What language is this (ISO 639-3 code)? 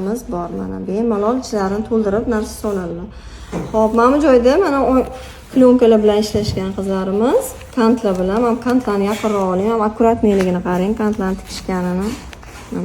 uzb